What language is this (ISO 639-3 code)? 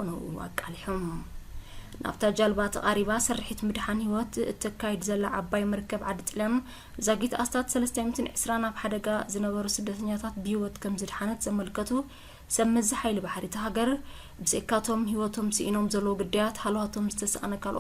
tir